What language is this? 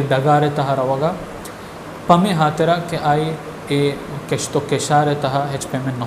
Baluchi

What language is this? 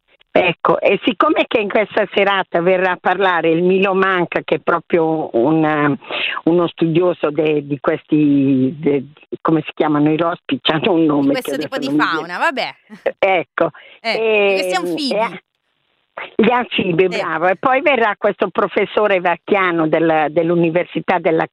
Italian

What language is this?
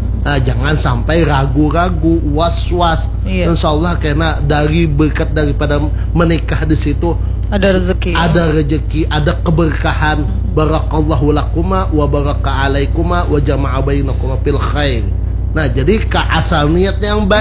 Banjar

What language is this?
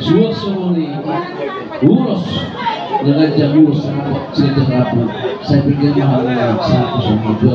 Batak Toba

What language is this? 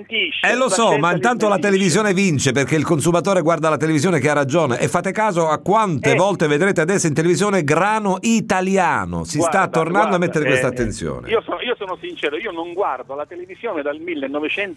Italian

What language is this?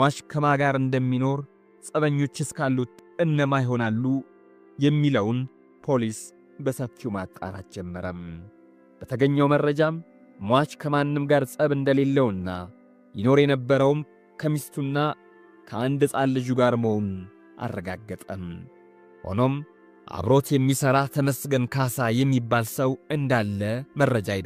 Amharic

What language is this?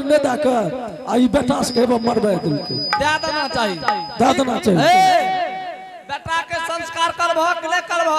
Angika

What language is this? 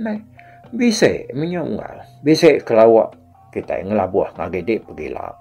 Iban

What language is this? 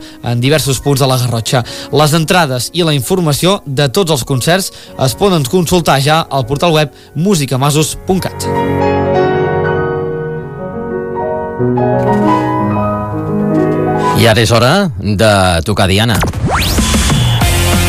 Catalan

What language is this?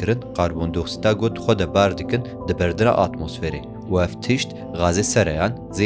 Kurdish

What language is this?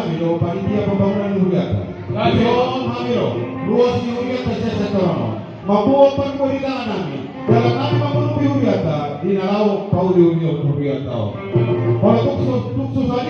Batak Toba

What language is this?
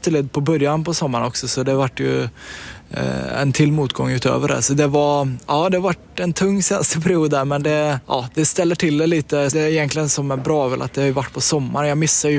Swedish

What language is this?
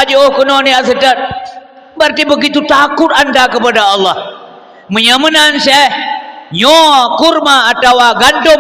Achinese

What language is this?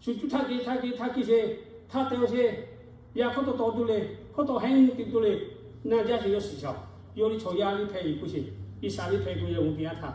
Lahu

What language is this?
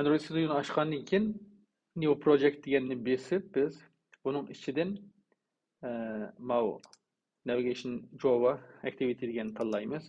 Uyghur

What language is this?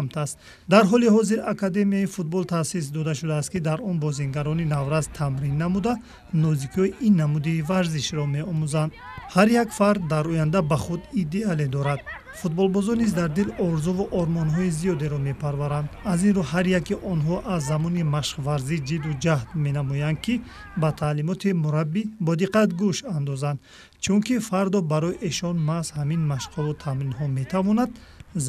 Tajik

